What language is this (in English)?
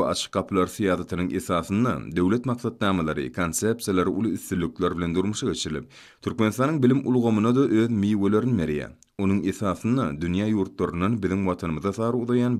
Turkmen